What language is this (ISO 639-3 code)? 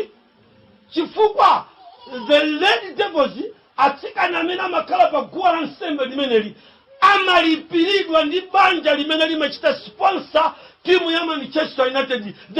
nya